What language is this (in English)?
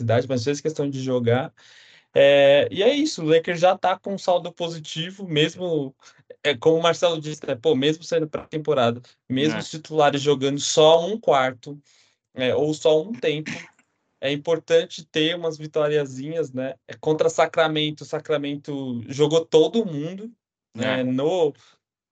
Portuguese